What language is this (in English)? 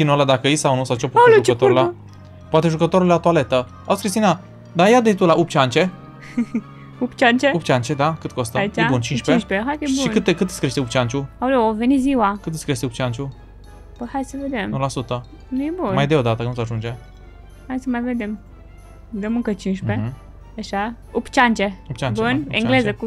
Romanian